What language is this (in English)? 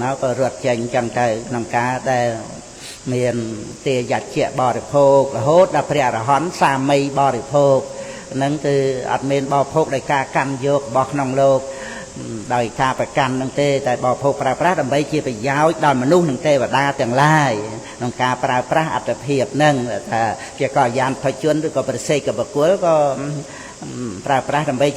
Khmer